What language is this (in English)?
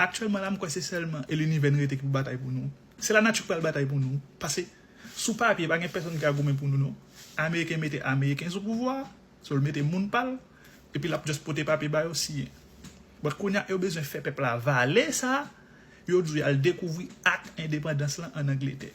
Haitian Creole